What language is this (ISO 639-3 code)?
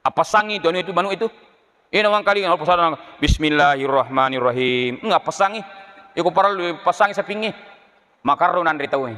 bug